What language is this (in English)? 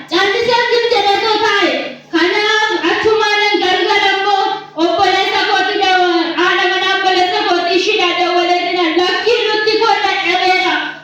Oromo